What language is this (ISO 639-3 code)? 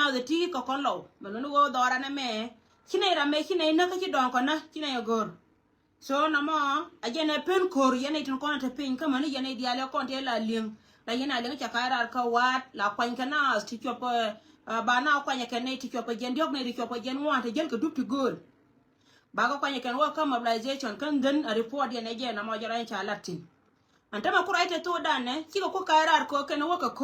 nus